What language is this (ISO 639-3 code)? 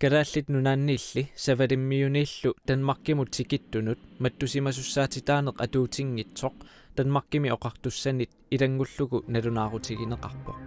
kal